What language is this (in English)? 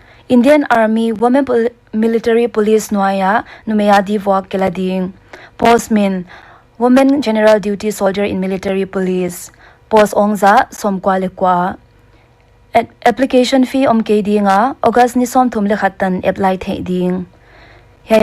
Paite Chin